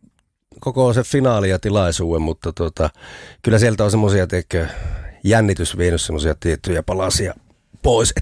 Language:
Finnish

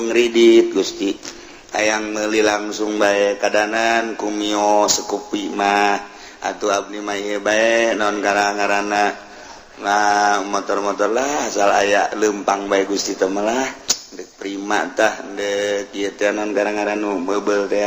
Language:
Sundanese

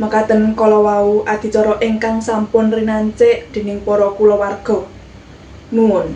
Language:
Javanese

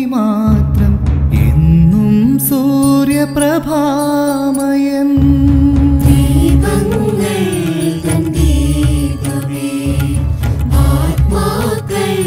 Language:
Malayalam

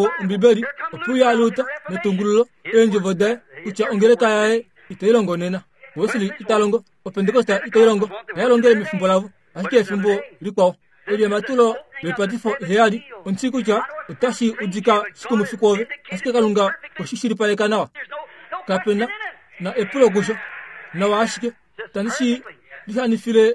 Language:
Kuanyama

